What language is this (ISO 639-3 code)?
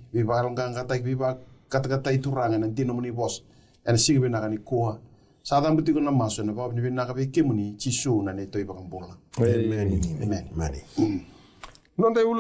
fij